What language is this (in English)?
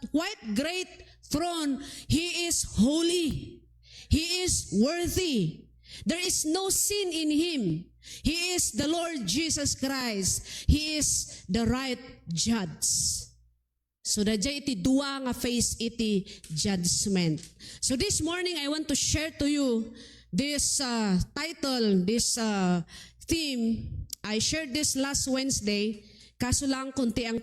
Iloko